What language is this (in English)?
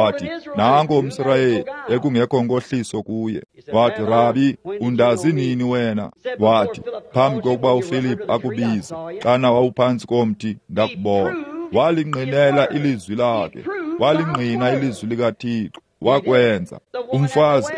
Xhosa